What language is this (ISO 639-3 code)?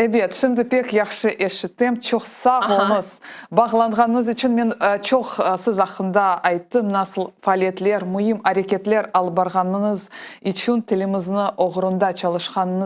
crh